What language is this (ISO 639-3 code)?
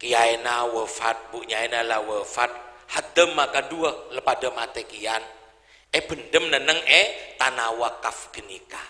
mad